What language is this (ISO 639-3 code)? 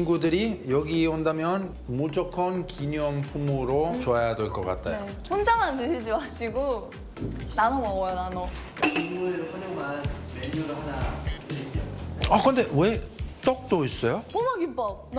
kor